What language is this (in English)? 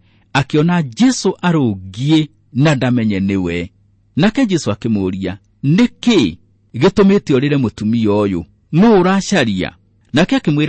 Kikuyu